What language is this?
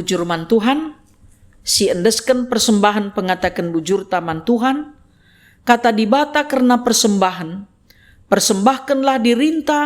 Batak Karo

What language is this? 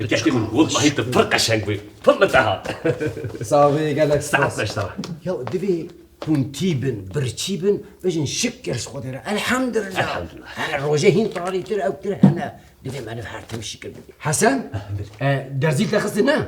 Kurdish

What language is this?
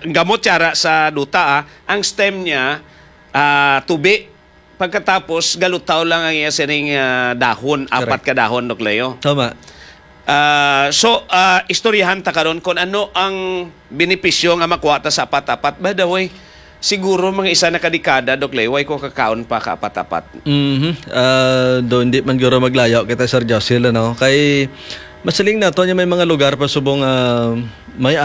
Hiligaynon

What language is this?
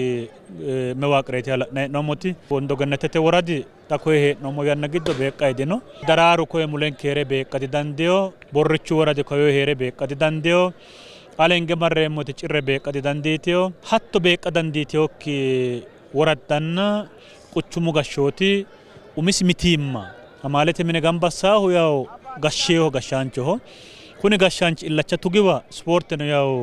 Sidamo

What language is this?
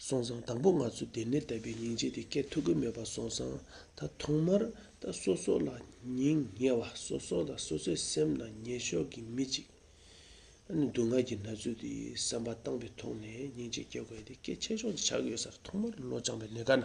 Tibetan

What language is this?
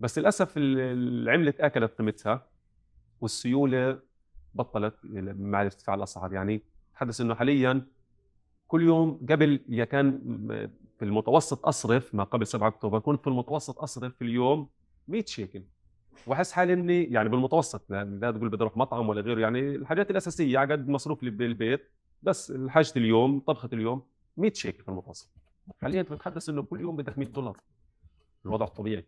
North Levantine Arabic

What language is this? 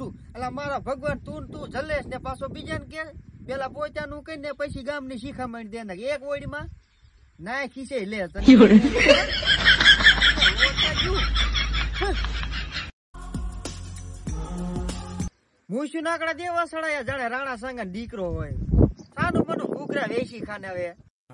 Gujarati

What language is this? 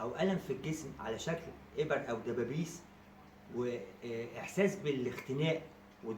Egyptian Arabic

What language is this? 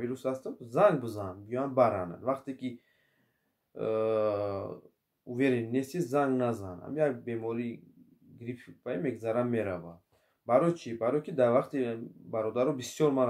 Tajik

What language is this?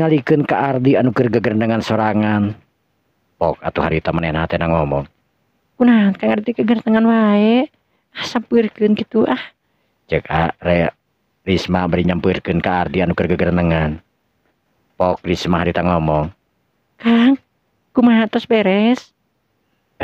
Sundanese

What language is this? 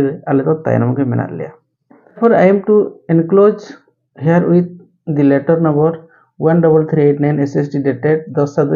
Santali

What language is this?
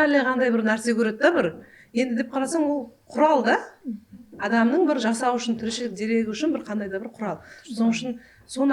Kara-Kalpak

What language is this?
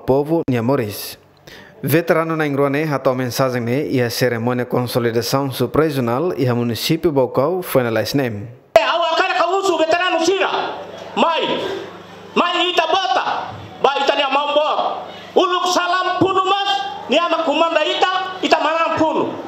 Tetum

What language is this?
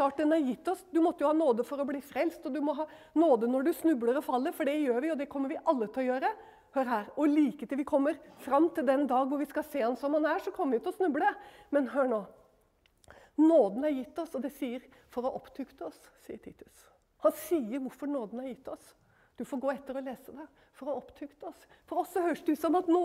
Norwegian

